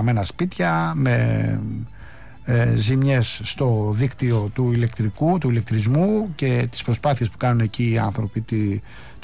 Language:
Greek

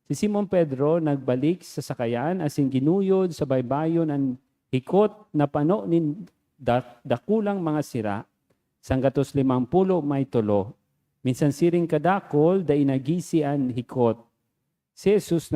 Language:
Bikol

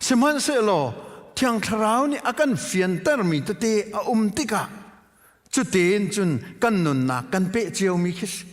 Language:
Hakha Chin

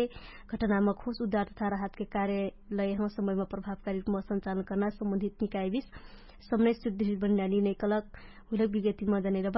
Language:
Dangaura Tharu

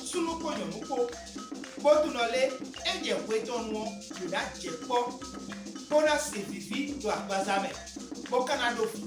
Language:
Fon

